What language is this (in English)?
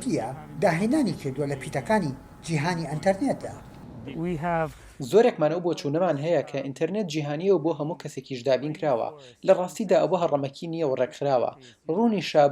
Central Kurdish